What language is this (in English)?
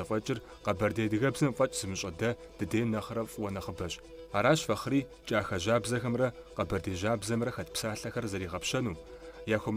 Kabardian